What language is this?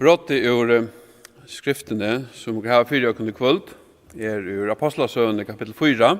Faroese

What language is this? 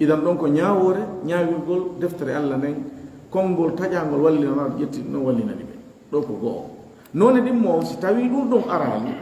Fula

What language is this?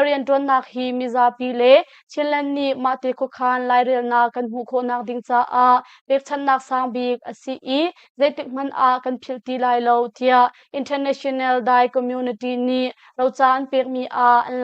Hakha Chin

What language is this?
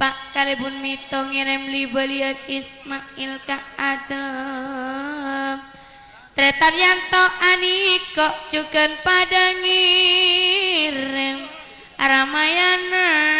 Madurese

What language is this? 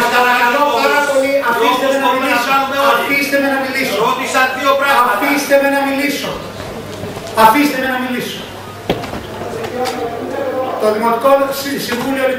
Greek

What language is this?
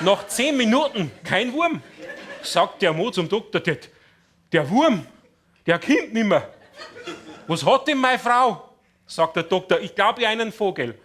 Bavarian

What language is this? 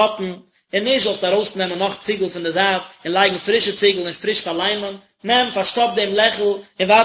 Yiddish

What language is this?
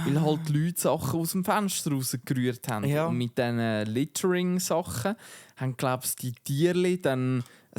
Swiss German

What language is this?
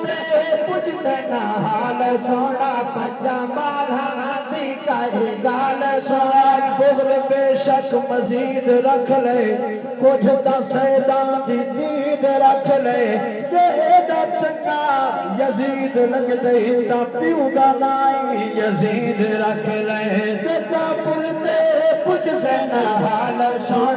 Saraiki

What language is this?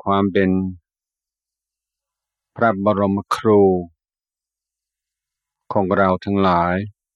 Thai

